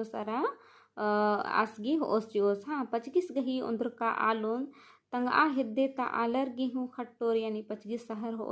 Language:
Kurukh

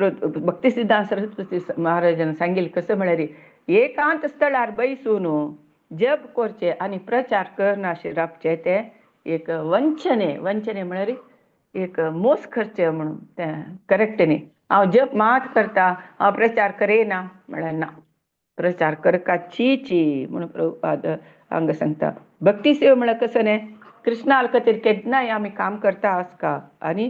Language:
Konkani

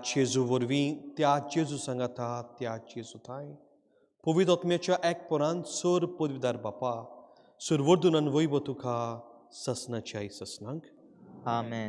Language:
Konkani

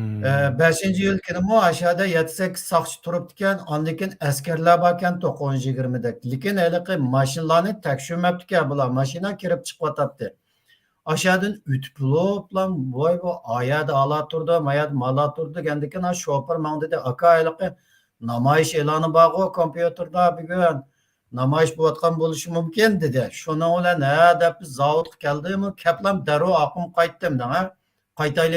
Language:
Uyghur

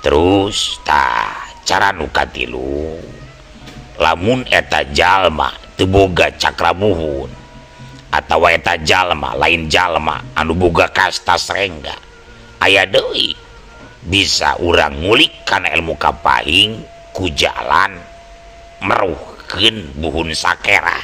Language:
Sundanese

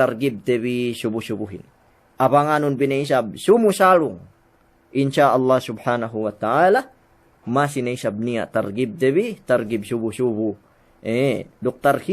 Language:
Yakan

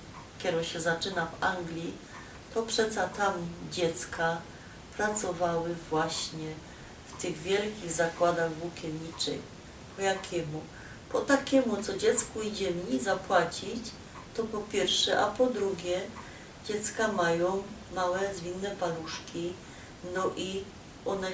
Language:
Silesian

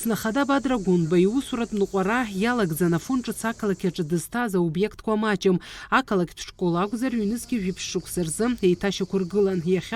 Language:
Abkhazian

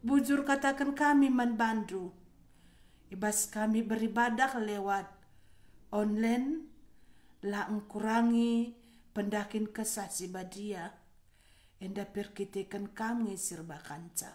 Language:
Batak Karo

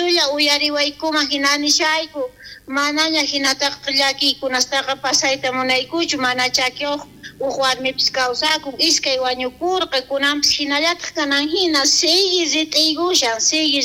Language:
South Bolivian Quechua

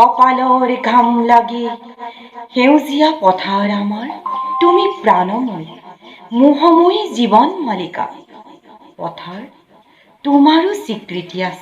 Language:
Assamese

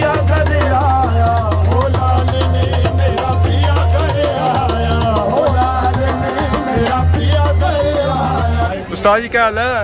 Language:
Pahari-Potwari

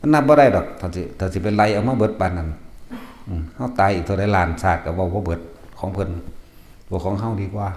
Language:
Northeastern Thai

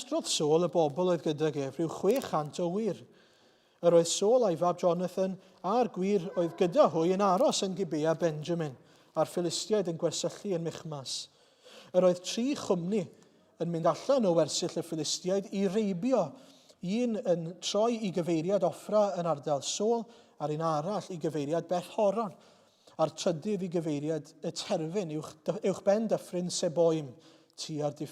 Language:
Welsh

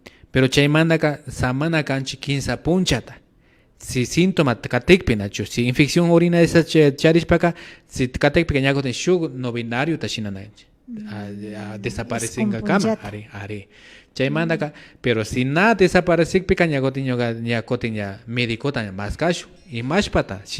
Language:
Imbabura Highland Quichua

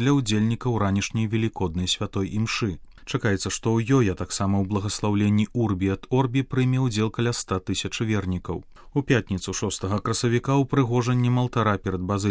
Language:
Belarusian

